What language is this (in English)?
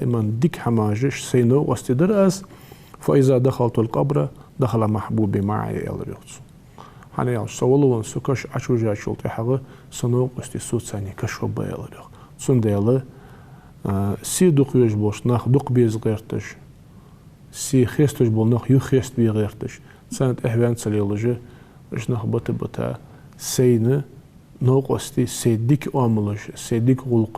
Ingush